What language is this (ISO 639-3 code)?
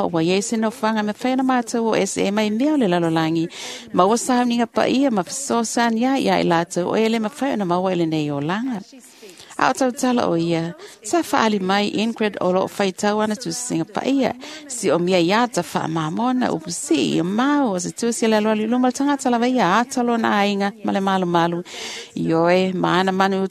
smo